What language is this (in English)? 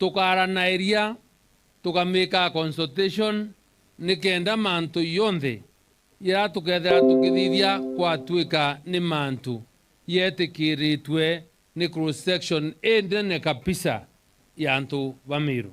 Meru